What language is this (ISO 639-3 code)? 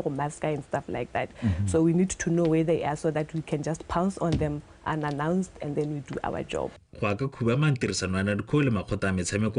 tsn